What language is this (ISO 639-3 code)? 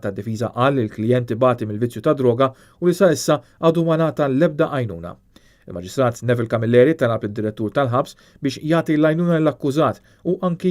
mlt